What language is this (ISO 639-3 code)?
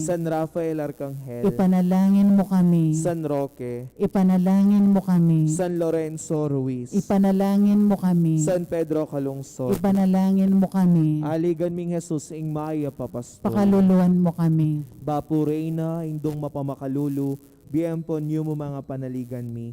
pam